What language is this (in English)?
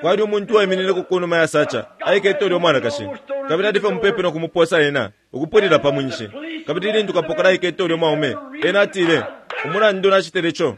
Bemba